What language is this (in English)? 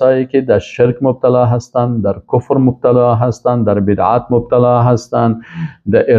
Persian